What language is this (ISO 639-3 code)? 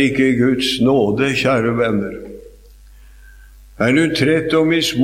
nor